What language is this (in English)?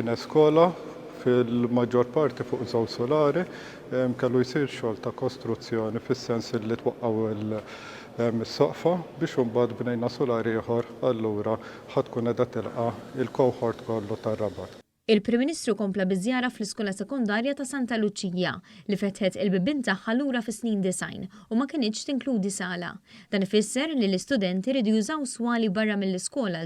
Maltese